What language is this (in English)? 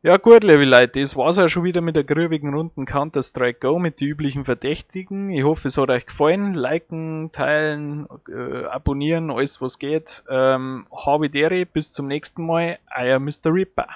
Bavarian